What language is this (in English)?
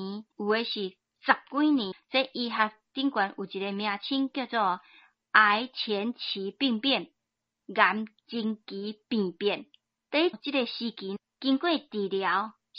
Min Nan Chinese